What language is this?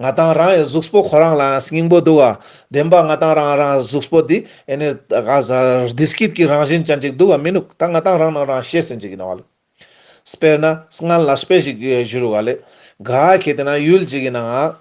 Ladakhi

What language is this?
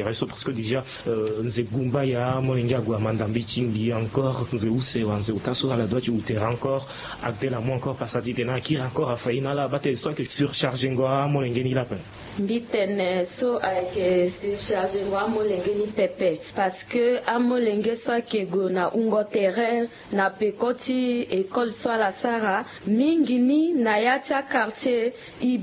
Sango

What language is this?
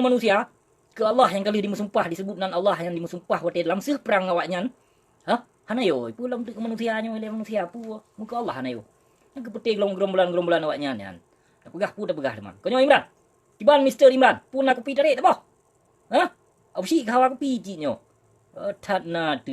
Achinese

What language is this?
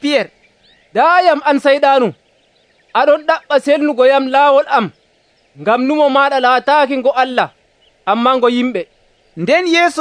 Nigerian Fulfulde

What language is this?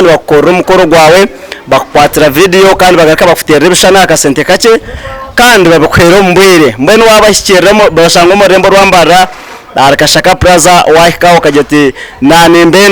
Nyankole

